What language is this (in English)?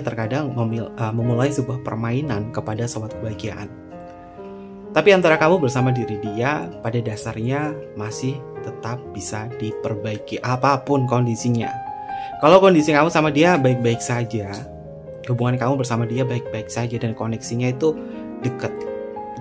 Indonesian